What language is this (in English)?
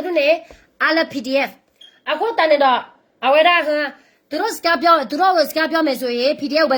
S'gaw Karen